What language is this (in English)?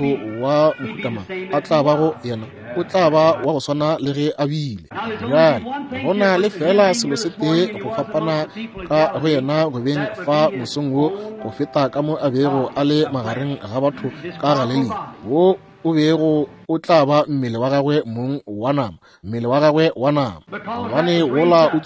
Northern Sotho